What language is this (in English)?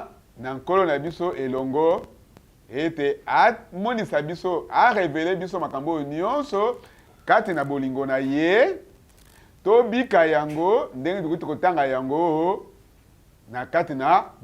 Lingala